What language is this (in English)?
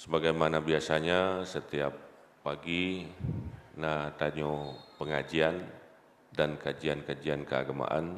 Achinese